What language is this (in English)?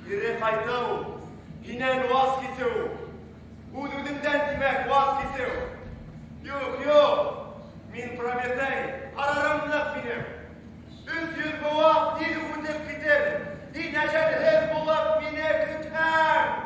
Bashkir